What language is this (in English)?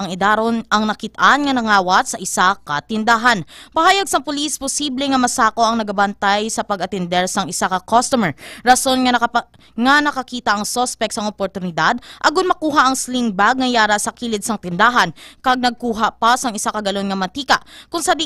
Hiligaynon